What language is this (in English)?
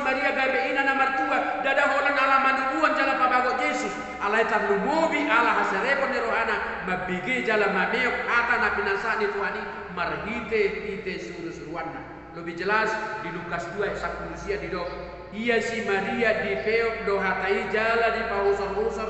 Batak Toba